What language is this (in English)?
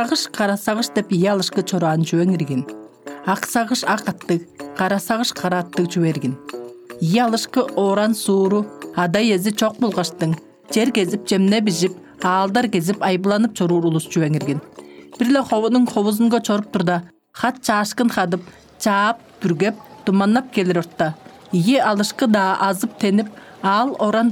Tuvinian